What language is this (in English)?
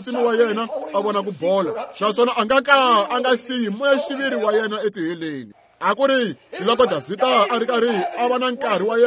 Tsonga